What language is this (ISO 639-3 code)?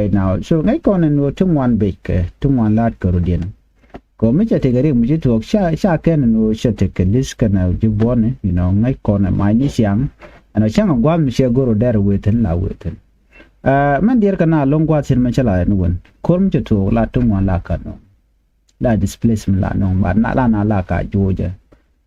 nus